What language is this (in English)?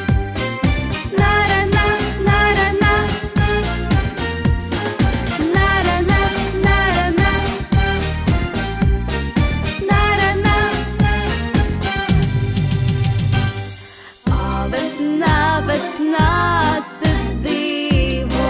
Ukrainian